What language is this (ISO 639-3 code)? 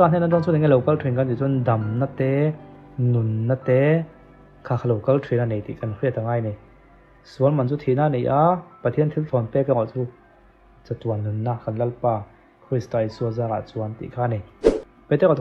lus